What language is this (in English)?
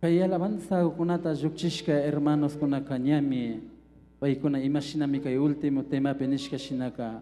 Imbabura Highland Quichua